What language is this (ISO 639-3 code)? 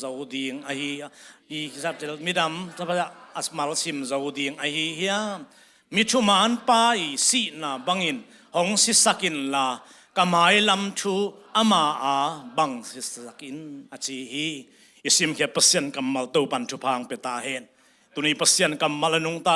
ctd